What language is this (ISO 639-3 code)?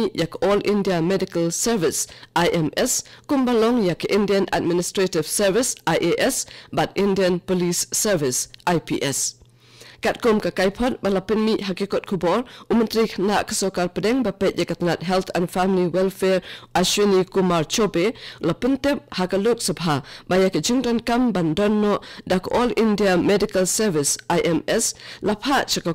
kha